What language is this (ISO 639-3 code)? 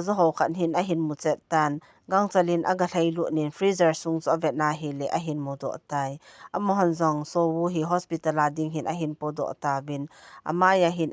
tcz